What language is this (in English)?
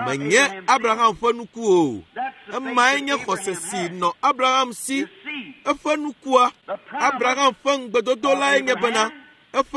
Ewe